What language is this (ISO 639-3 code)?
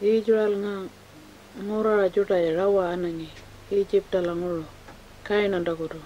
pjt